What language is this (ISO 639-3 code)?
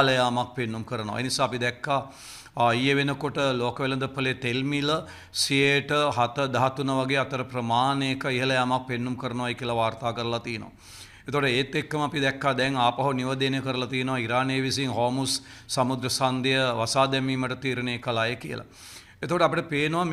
sin